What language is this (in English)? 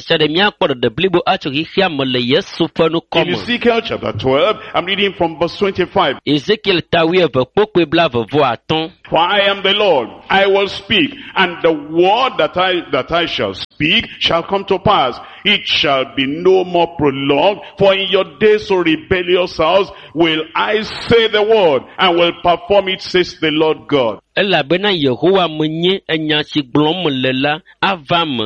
Ewe